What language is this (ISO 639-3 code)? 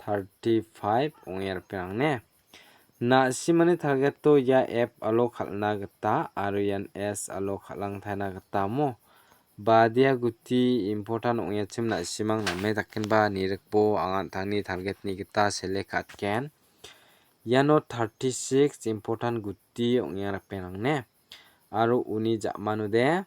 grt